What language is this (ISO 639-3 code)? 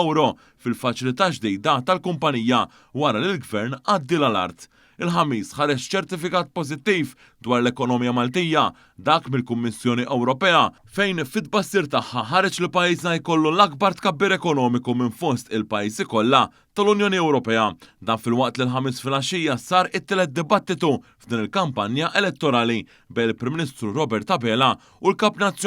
mlt